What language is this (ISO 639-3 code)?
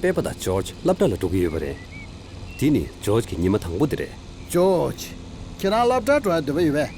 bod